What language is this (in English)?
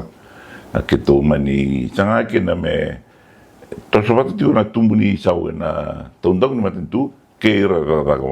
Fijian